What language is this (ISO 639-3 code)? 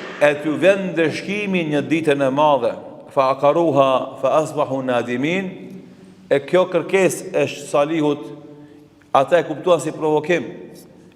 sqi